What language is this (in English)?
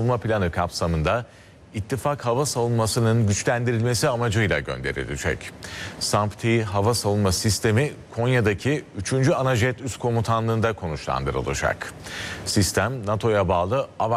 Turkish